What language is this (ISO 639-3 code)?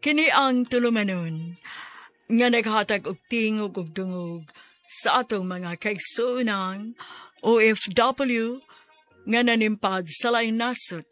ceb